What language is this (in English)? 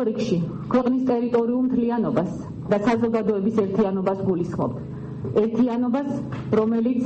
Georgian